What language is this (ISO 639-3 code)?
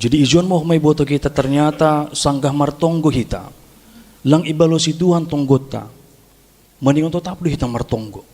bts